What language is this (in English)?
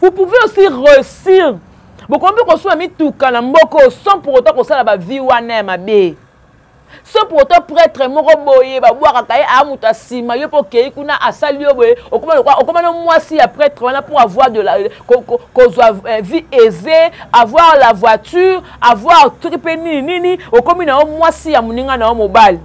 Lingala